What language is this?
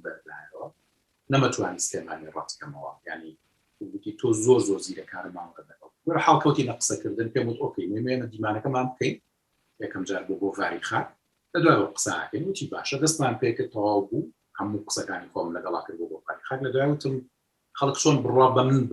Central Kurdish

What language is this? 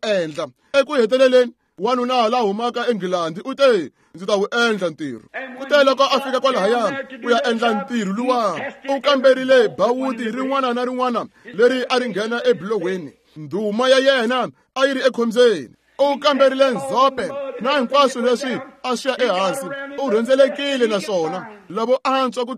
Tsonga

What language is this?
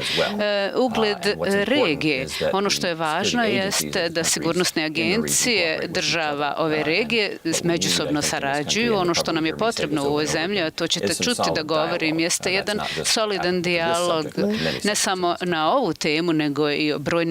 Bosnian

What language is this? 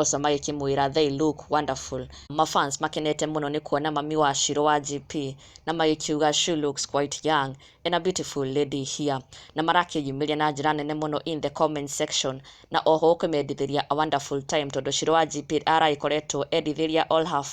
Kikuyu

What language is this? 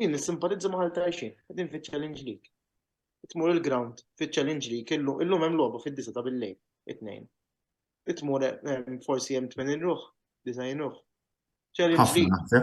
Maltese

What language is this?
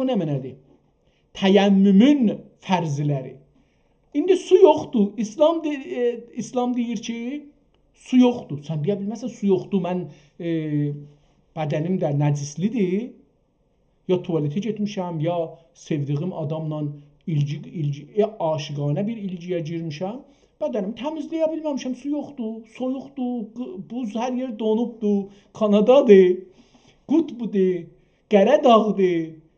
South Azerbaijani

